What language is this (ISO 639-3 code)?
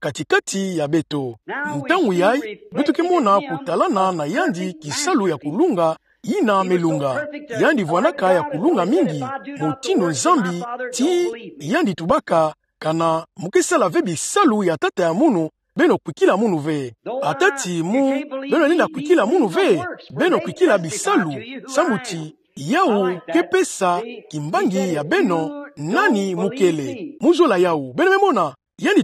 ktu